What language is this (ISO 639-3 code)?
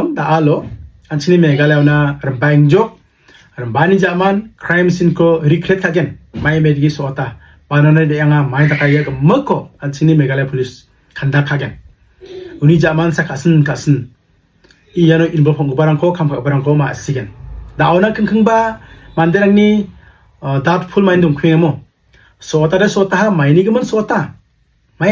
grt